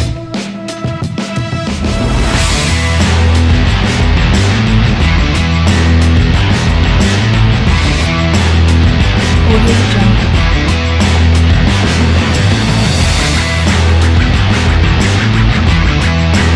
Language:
Malay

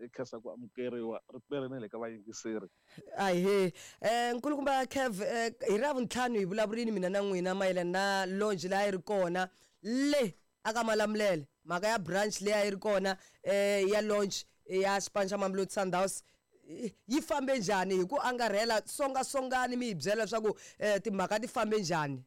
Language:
Tsonga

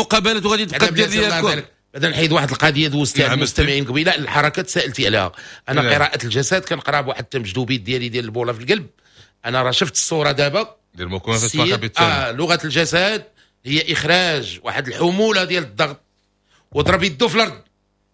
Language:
Moroccan Arabic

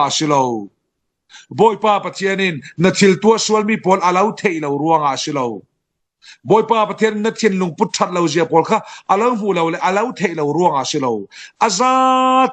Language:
Falam Chin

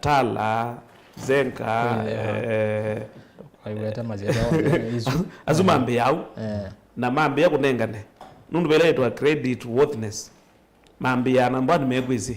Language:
Kamba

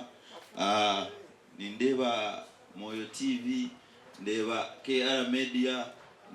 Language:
Nyankole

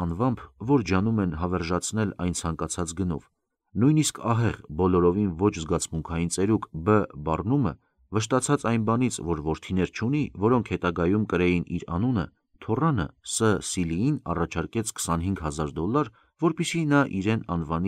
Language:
Armenian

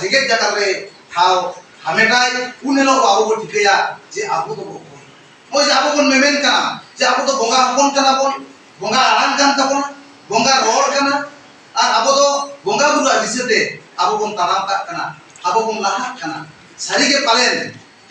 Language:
Santali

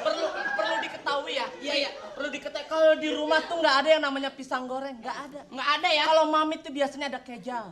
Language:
Betawi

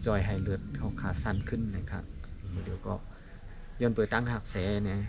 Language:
Shan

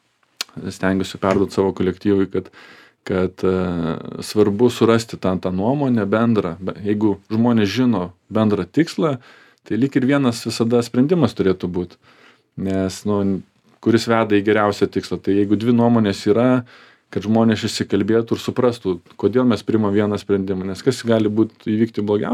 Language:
Lithuanian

